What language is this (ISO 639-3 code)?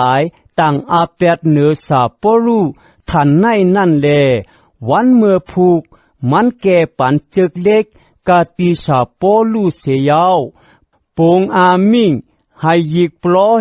shn